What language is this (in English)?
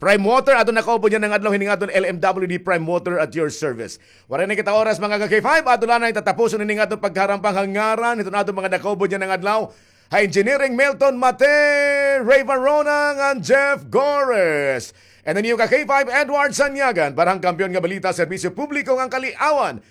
Waray